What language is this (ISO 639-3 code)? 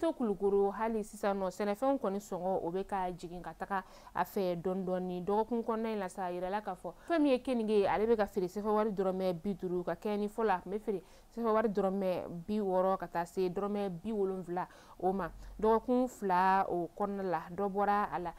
bam